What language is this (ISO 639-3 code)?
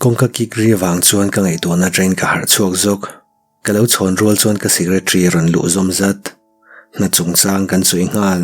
lus